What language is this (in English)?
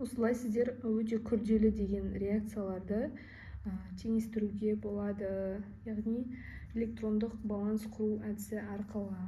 Kazakh